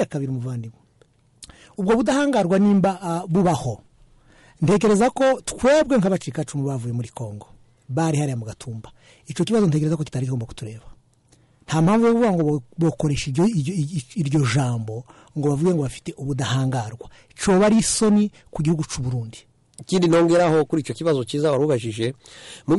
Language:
Kinyarwanda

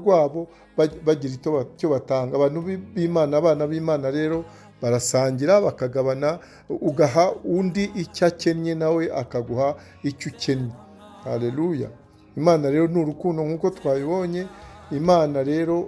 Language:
Kinyarwanda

